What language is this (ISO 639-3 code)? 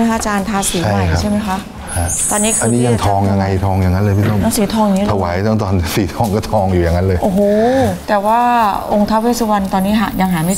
tha